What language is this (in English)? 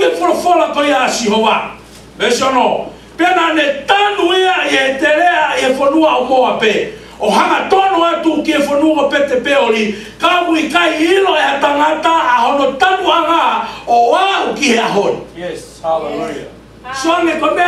Tongan